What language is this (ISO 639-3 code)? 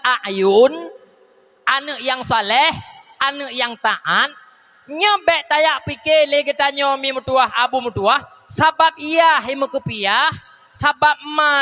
ace